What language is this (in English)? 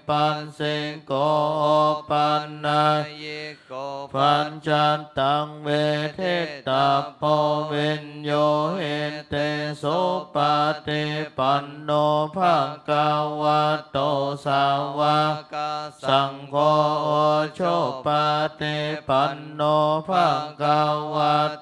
Pali